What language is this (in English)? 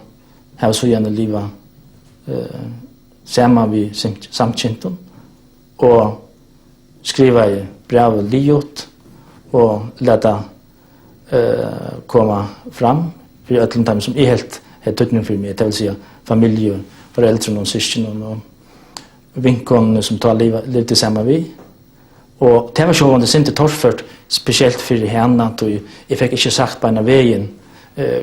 Faroese